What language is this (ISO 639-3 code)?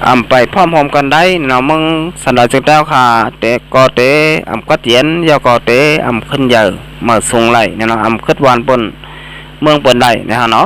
shn